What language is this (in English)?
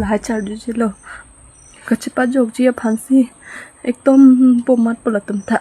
Karbi